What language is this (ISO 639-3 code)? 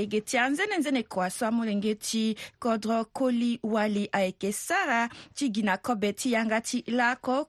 sag